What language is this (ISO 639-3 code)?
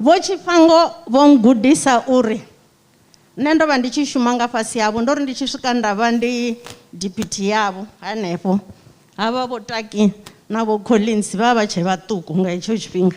ven